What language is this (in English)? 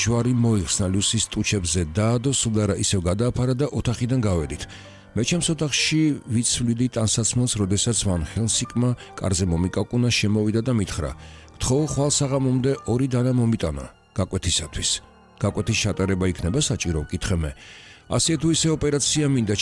Georgian